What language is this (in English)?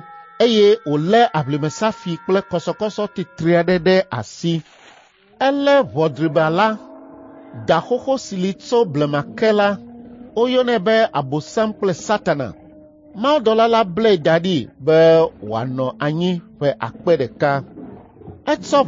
Ewe